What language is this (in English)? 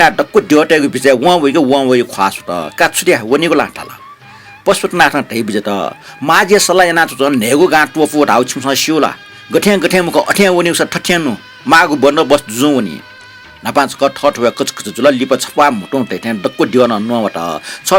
Newari